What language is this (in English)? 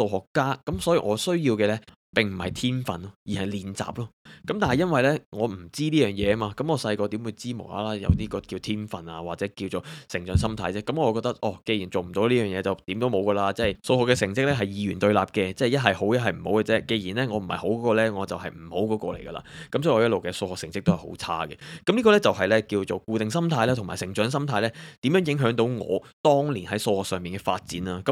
Cantonese